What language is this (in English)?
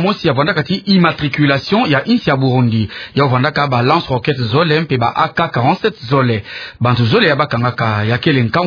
Kituba (Democratic Republic of Congo)